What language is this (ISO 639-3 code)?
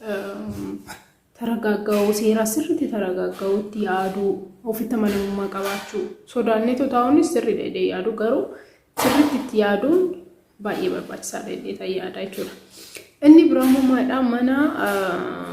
orm